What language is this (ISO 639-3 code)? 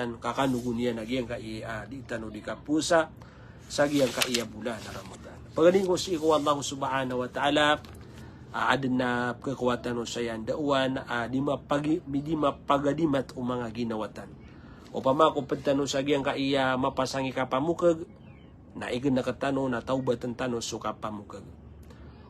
mrw